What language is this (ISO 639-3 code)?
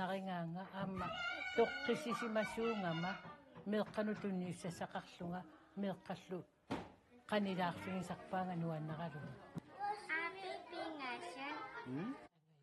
kal